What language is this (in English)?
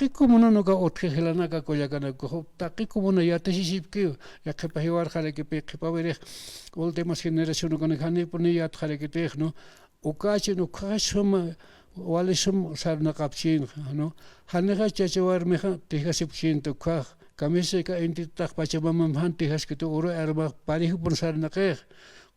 Aymara